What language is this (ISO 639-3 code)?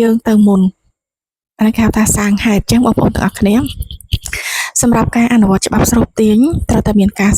khm